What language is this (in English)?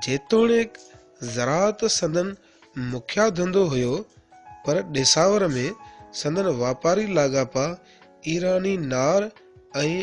Sindhi